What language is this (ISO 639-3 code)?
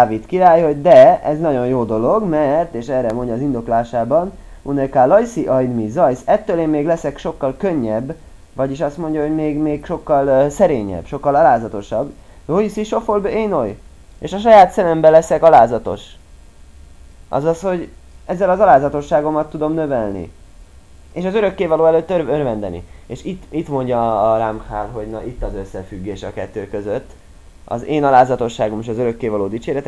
hun